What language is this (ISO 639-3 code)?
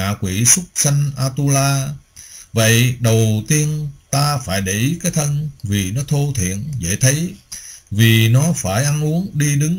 vie